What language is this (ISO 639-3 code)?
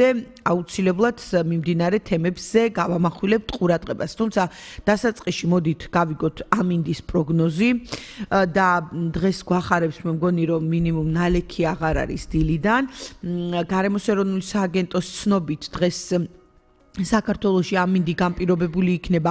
kat